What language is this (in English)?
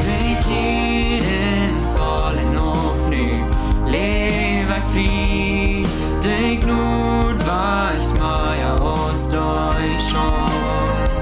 Plautdietsch